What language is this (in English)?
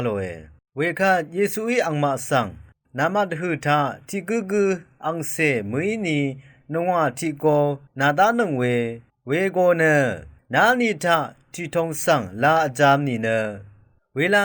Rawang